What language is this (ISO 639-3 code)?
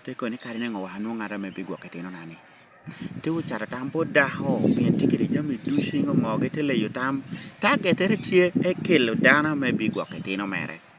laj